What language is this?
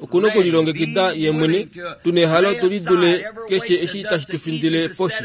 Kuanyama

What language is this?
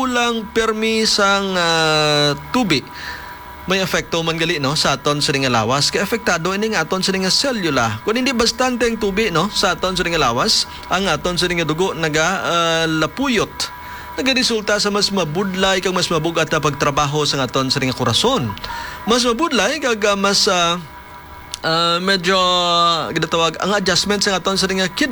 Hiligaynon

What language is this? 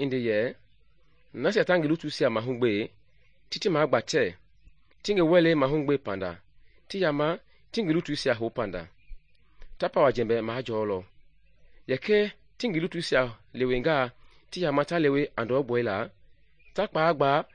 Mende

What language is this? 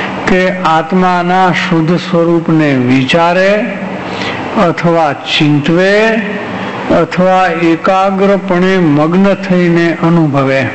Gujarati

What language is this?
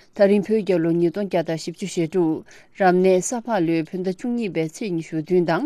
Tibetan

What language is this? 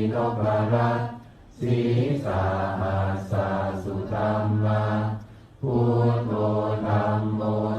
Pali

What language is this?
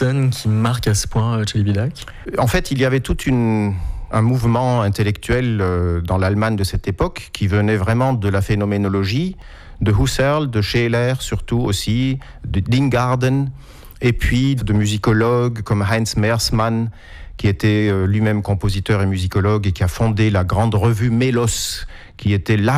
French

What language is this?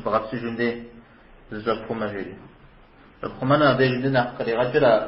Kabardian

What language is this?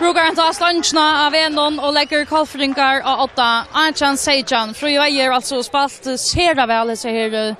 Faroese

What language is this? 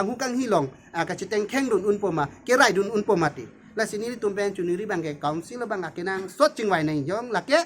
Karbi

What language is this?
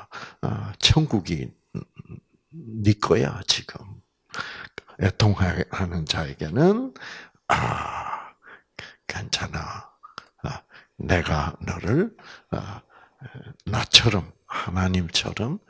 Korean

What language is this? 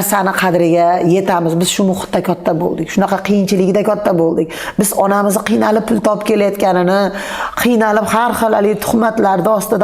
Uzbek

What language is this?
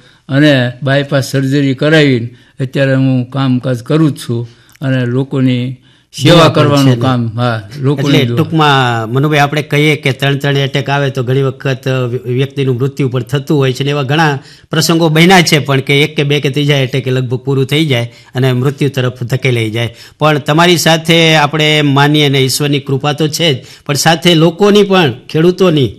Gujarati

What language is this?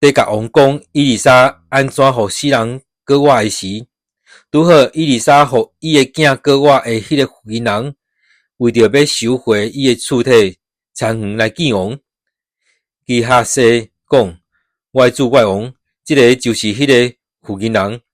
Min Nan Chinese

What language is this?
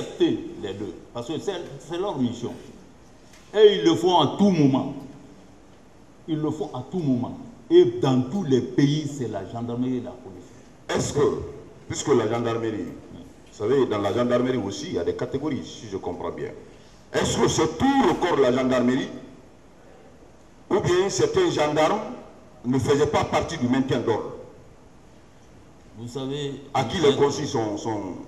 French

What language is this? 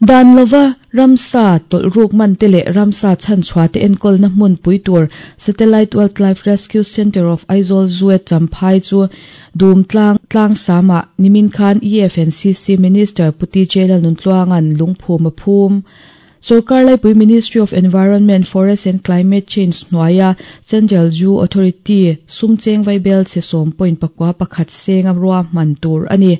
Mizo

